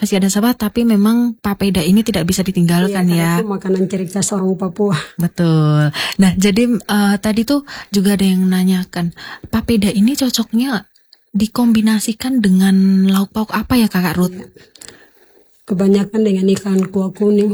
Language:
Indonesian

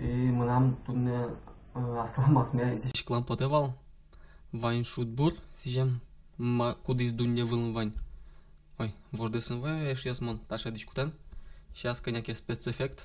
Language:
Udmurt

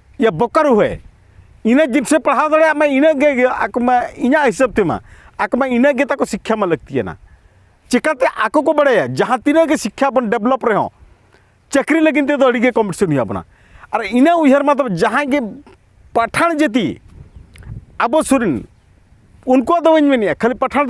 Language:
Santali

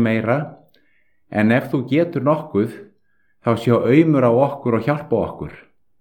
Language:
Icelandic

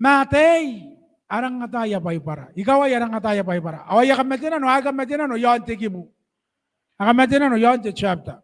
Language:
Gilbertese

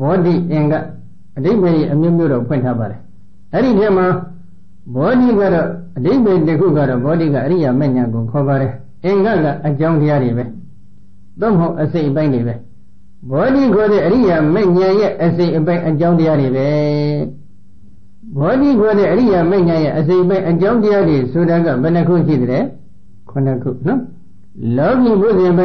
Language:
Burmese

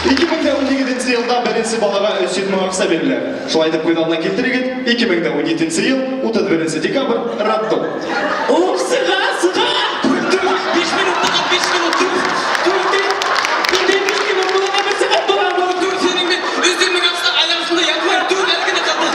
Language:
Bashkir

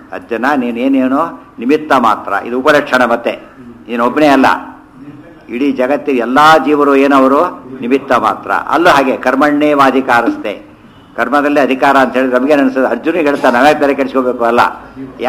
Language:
Kannada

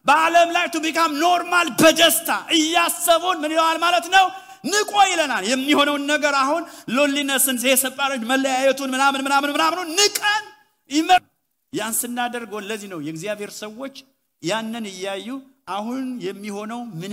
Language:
Amharic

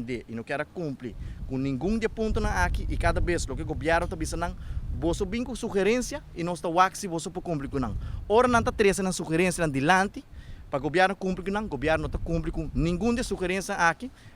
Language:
Papiamento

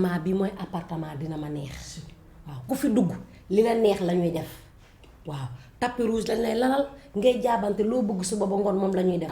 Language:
Wolof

